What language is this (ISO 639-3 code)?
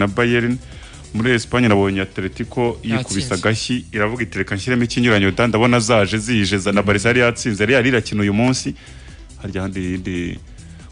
kin